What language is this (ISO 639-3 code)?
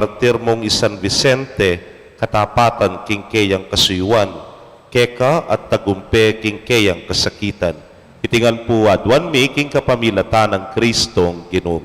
pam